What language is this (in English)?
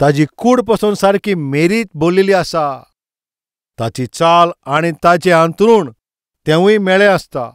Konkani